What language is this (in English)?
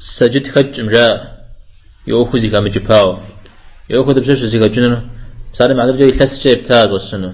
Kabardian